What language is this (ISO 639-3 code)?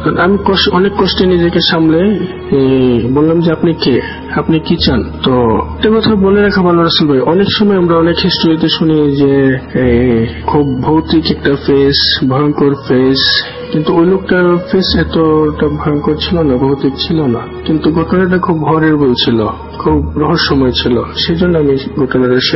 ben